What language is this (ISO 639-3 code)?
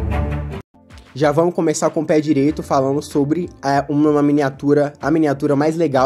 por